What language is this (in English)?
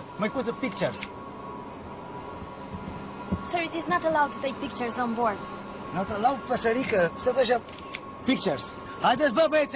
Romanian